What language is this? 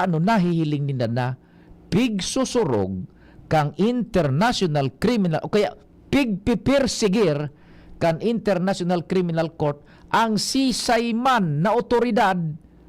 Bikol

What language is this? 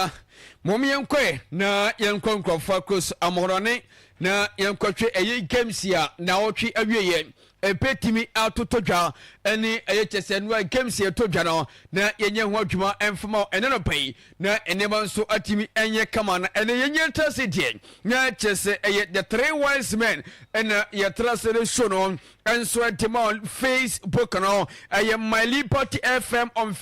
Akan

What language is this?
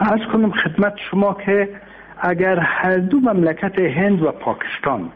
Persian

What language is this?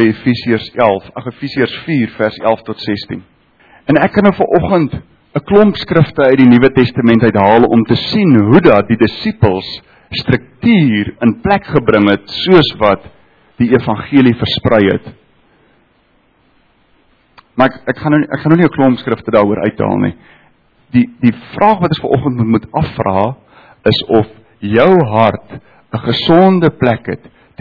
Afrikaans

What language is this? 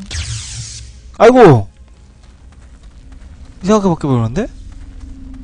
Korean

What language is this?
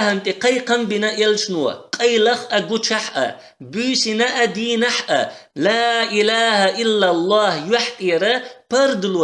Chechen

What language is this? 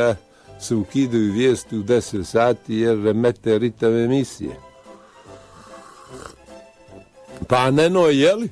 Bosnian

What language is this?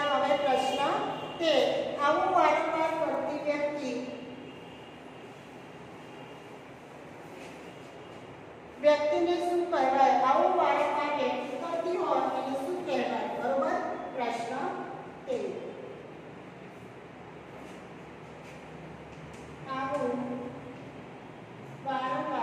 Gujarati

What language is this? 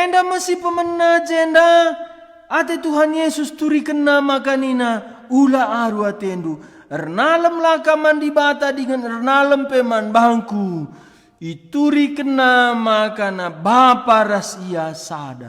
Batak Karo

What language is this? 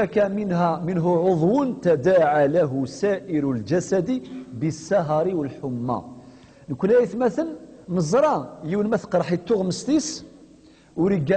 Kabyle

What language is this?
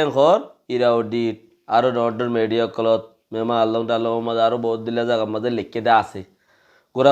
Rohingya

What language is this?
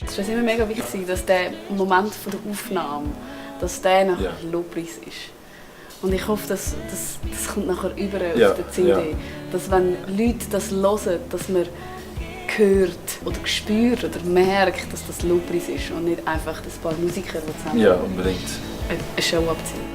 Swiss German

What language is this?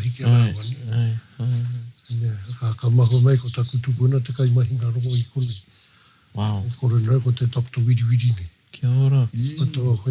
Māori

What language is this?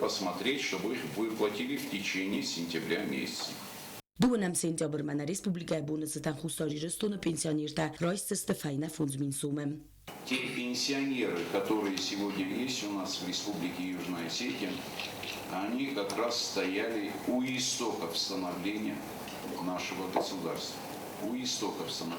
Ossetic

